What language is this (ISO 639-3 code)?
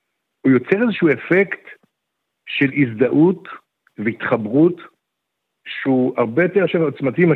heb